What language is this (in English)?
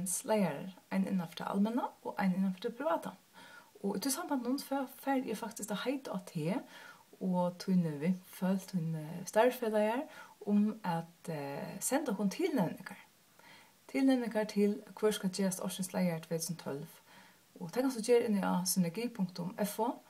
Faroese